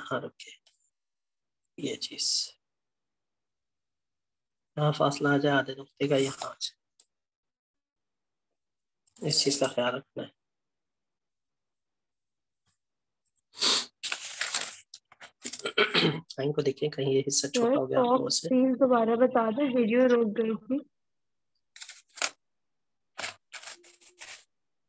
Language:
Urdu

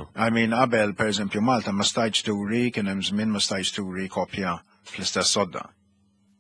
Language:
Maltese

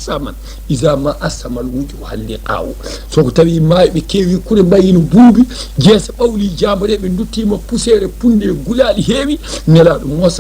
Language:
Fula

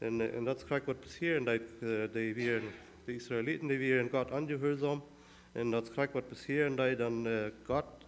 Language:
Plautdietsch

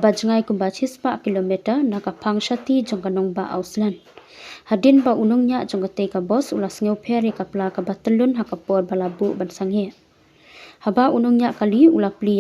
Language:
Khasi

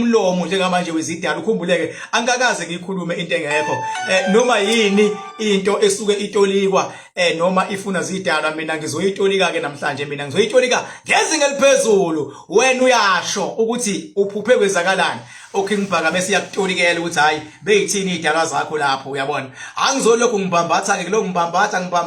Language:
Zulu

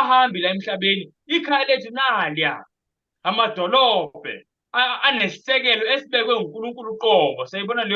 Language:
Zulu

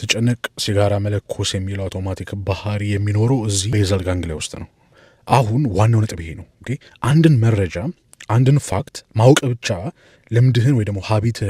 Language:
Amharic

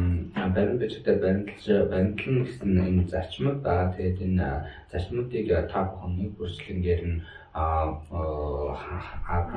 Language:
Mongolian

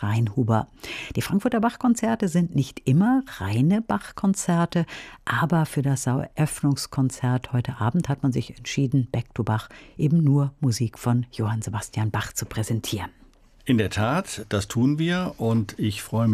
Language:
German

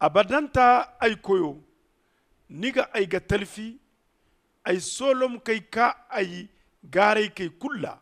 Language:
Zarma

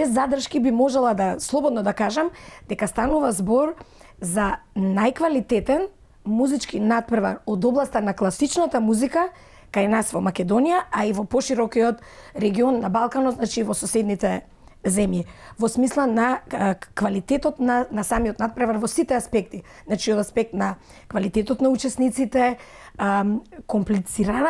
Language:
Macedonian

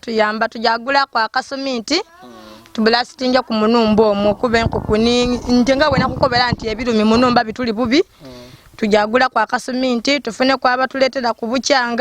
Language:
Ganda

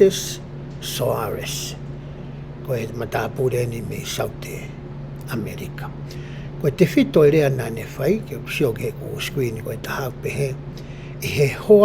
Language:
Tongan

